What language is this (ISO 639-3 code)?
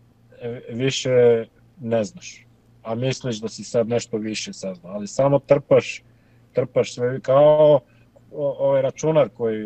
srp